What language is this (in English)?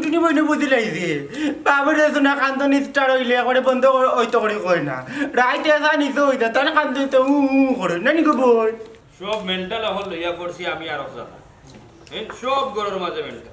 Sylheti